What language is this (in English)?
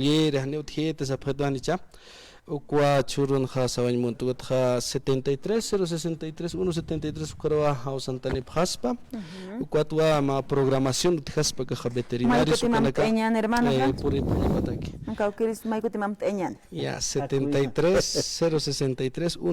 Aymara